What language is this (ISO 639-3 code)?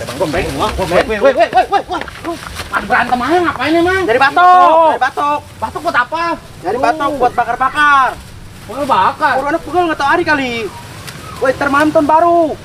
bew